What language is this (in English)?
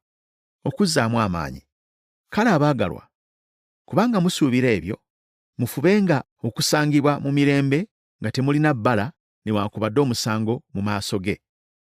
Ganda